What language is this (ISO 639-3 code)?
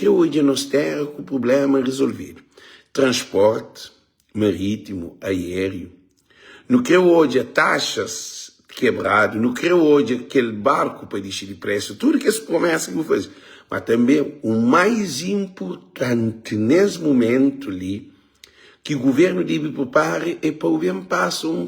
kea